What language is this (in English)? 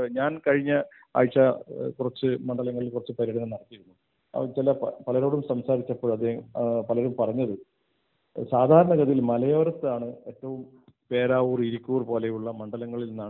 Malayalam